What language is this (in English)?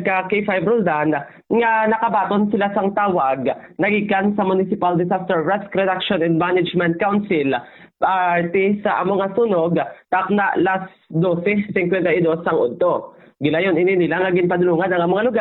Hiligaynon